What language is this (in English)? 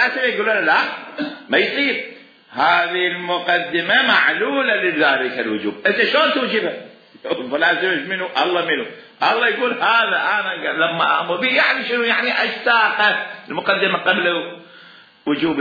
Mesopotamian Arabic